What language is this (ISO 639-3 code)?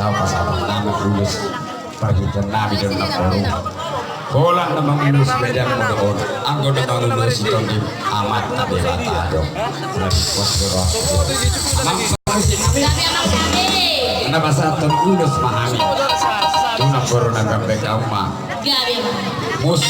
bbc